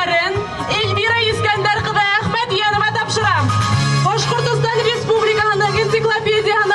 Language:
Bashkir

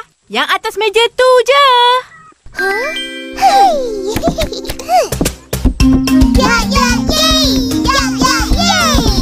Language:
Malay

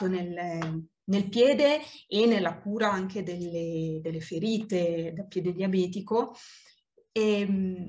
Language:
Italian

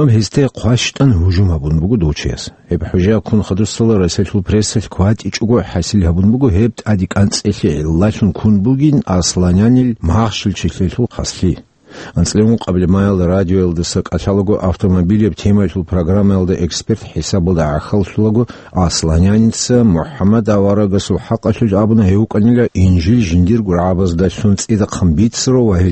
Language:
Avaric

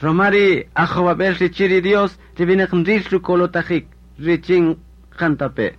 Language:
Kaqchikel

